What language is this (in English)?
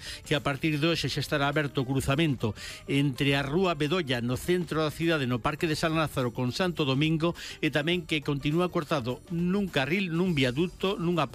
Galician